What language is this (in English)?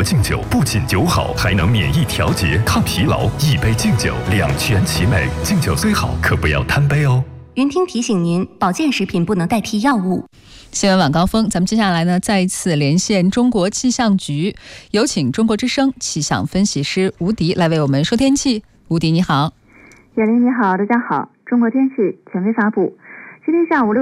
Chinese